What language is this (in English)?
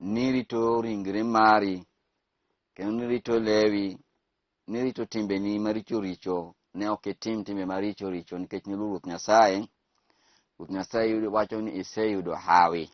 Luo (Kenya and Tanzania)